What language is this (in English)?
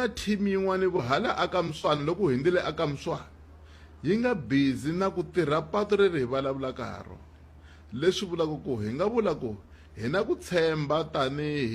Tsonga